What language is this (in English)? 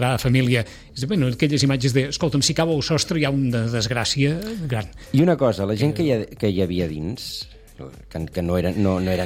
Catalan